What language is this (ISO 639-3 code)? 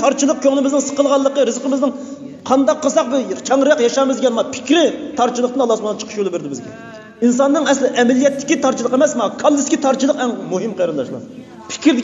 uig